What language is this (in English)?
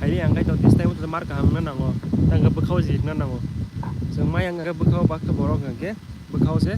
Kok Borok